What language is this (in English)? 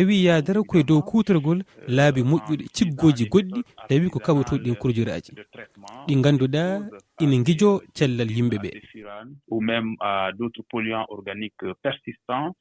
Fula